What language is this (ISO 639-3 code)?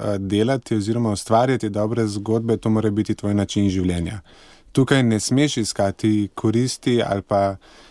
slv